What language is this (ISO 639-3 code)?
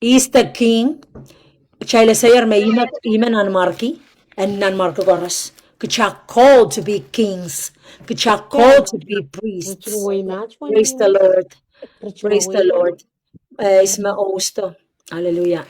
pon